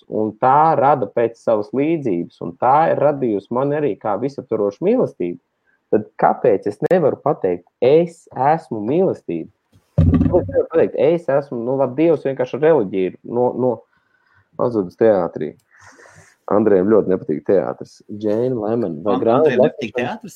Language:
Latvian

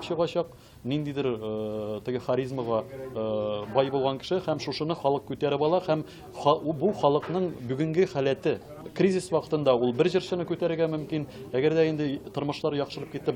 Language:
Tatar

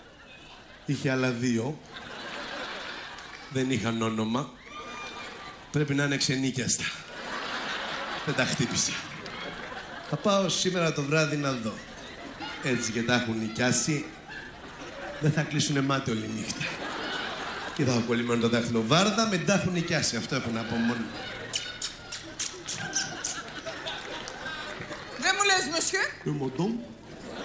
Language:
Greek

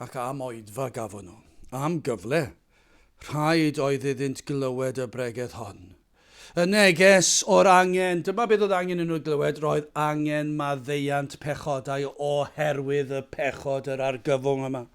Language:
Welsh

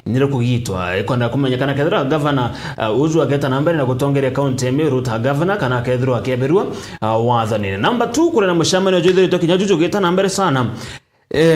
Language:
Meru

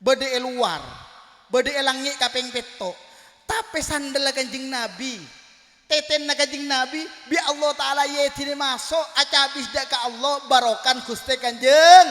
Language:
Madurese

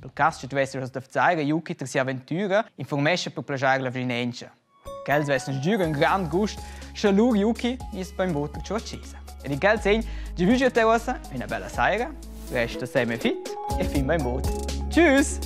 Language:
Romansh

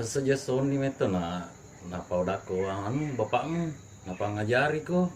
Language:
Buginese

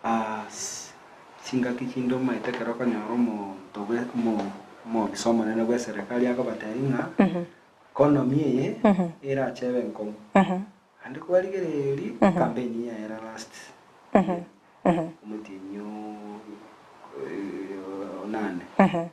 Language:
Gusii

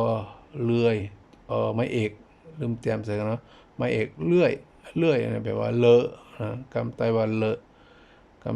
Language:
Shan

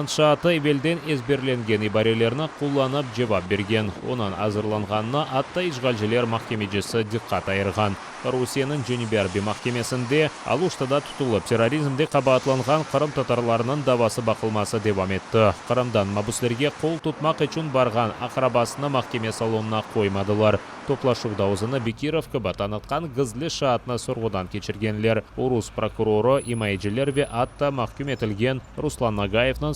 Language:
Crimean Tatar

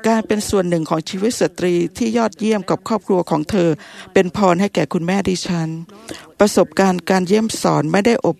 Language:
Thai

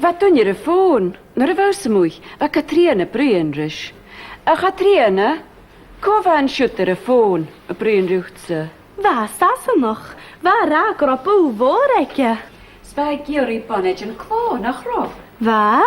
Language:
Scottish Gaelic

